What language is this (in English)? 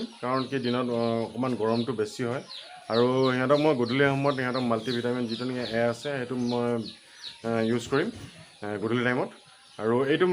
Assamese